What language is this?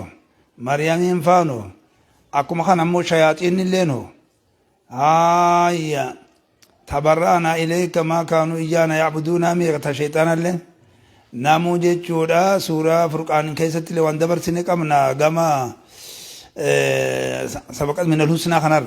Oromo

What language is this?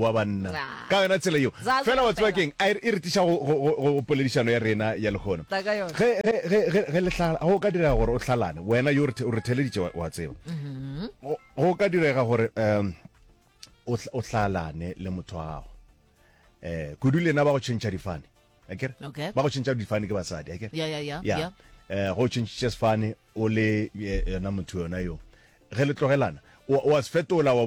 Northern Sotho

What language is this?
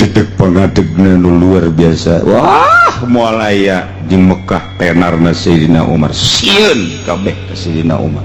Sundanese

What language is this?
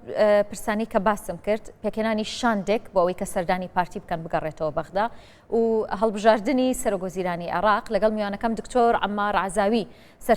Central Kurdish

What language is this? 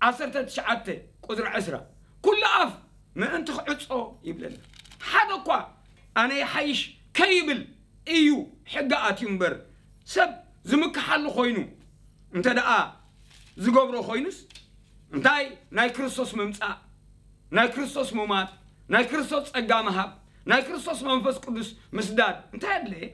Tigrinya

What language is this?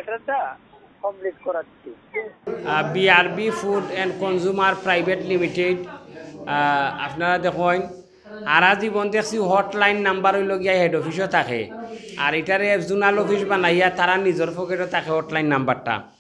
Sylheti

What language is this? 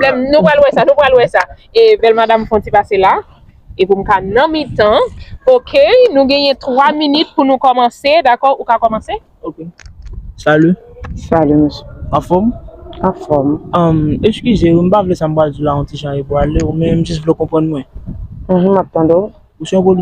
Haitian Creole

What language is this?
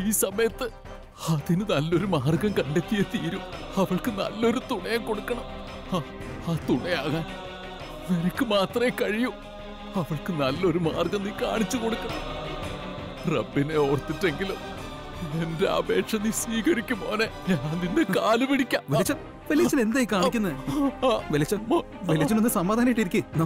Malayalam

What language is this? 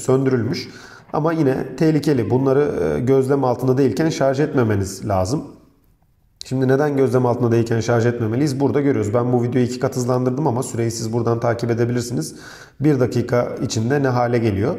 Turkish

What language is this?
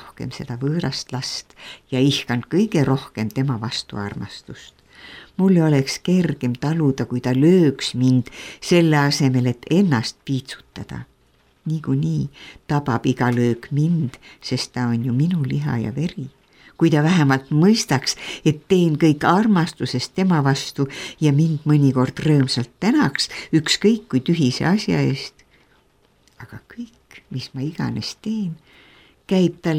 Estonian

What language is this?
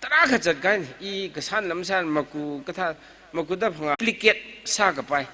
Tangkhul Naga (India)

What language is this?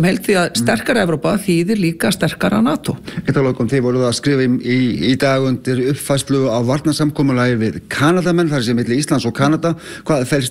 Icelandic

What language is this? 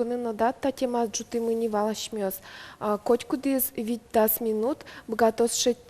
Udmurt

